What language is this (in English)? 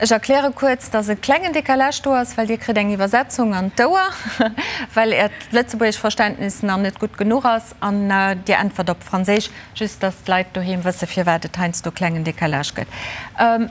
Luxembourgish